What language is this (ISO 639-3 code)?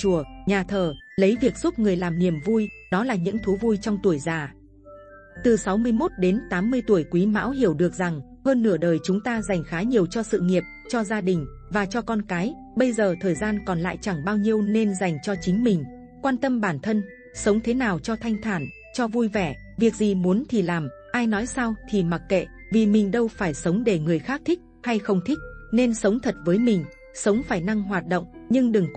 vie